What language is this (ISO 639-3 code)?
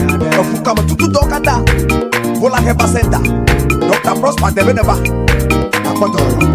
ewe